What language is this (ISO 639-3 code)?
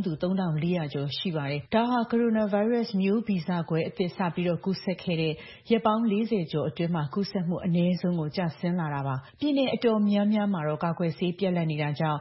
mya